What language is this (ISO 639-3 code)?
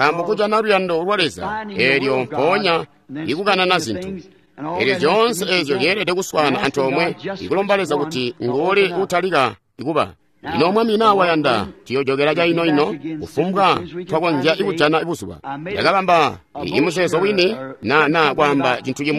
toi